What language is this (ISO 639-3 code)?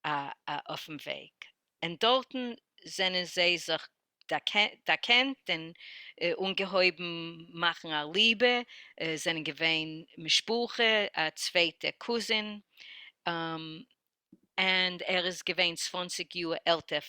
yid